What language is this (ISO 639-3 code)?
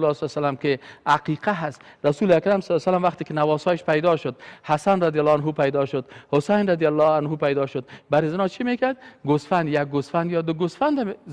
fas